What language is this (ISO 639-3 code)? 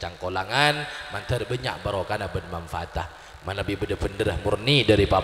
mad